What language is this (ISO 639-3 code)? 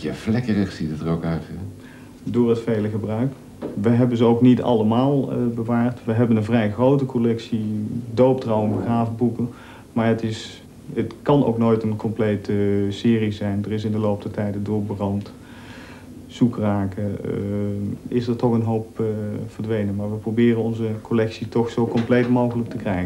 nld